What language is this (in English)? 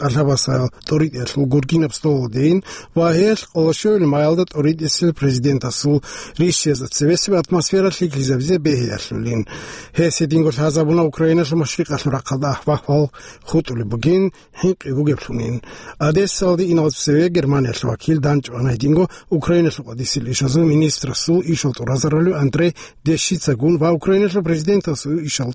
Avaric